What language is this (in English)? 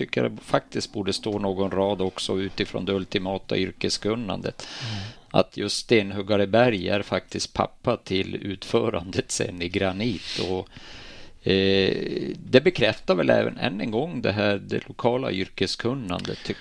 Swedish